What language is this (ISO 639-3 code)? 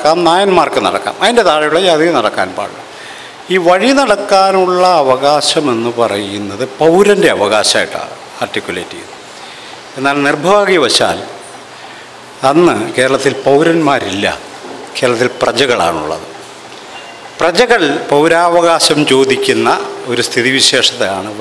mal